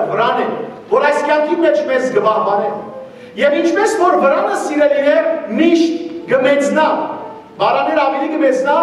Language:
Western Armenian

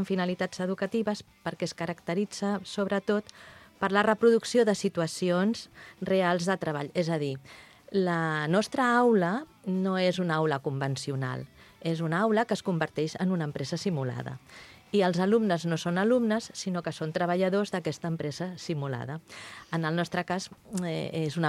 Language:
Catalan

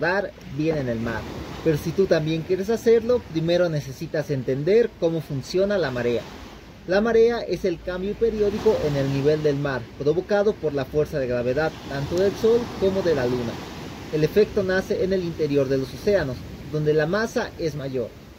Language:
Spanish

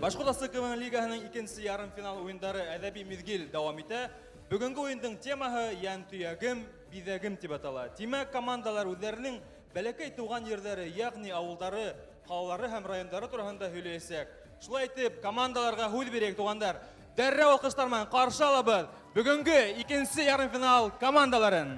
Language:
Bashkir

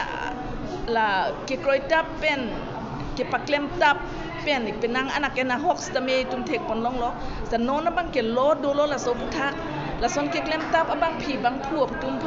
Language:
Karbi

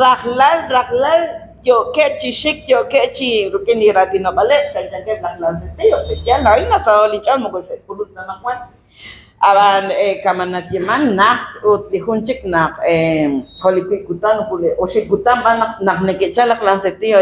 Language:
Kekchí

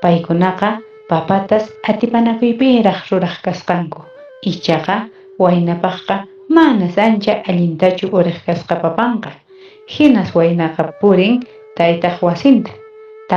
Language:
Quechua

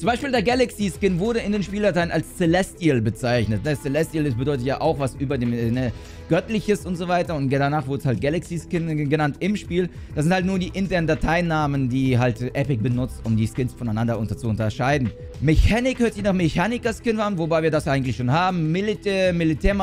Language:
German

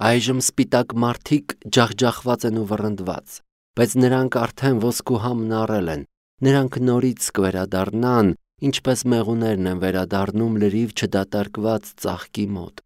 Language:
Armenian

